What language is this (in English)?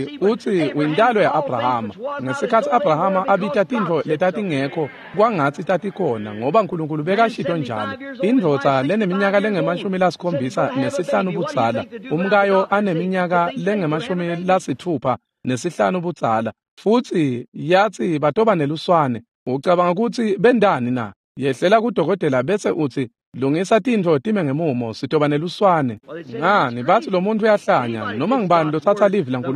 Swati